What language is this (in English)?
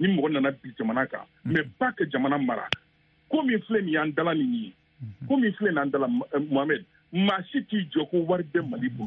Bambara